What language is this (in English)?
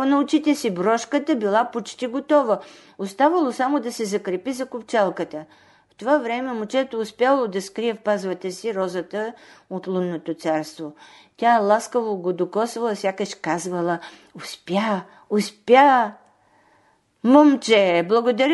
Bulgarian